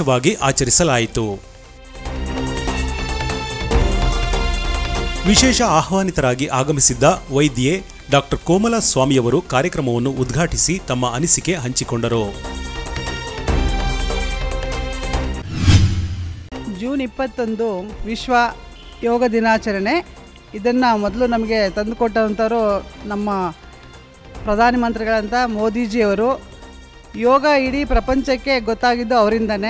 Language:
Kannada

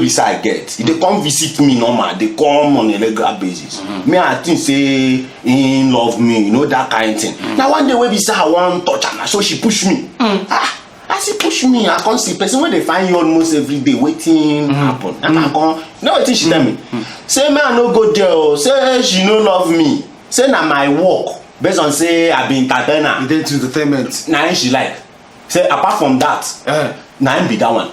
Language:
Nigerian Pidgin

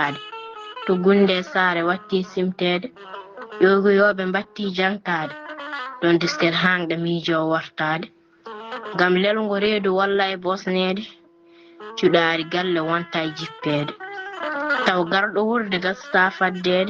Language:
Fula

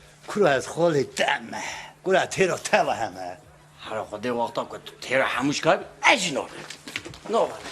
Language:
Kurdish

